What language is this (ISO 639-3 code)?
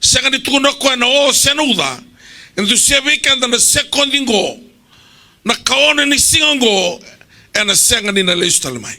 fij